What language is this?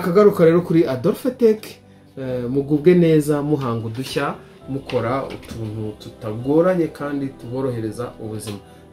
Kinyarwanda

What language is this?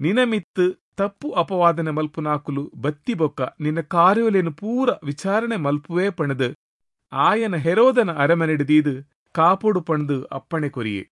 Tulu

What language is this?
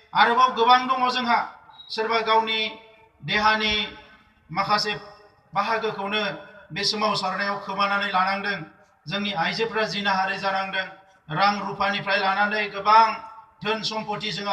Bodo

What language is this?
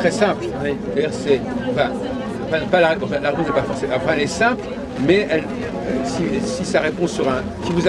French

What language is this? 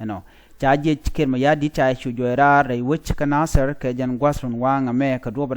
Nuer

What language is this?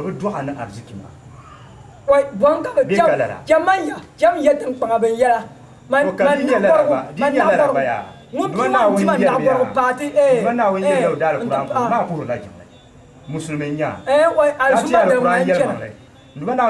Dagbani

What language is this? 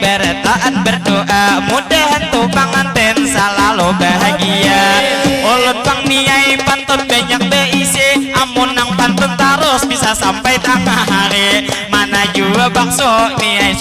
Banjar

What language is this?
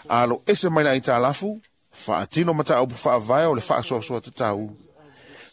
Samoan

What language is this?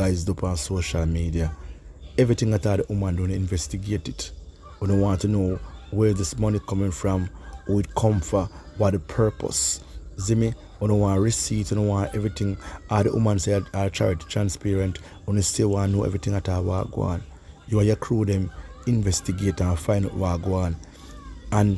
Jamaican Creole English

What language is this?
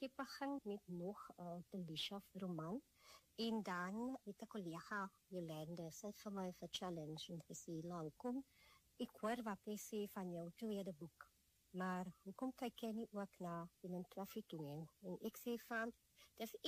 Afrikaans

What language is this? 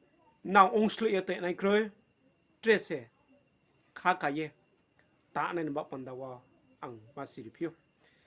Riang (India)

